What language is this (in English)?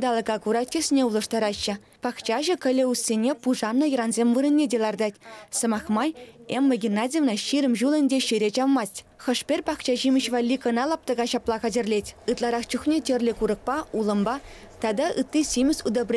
Chuvash